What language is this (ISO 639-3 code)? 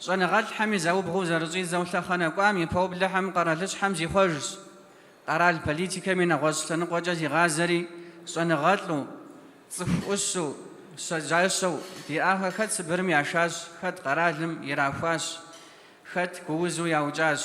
kbd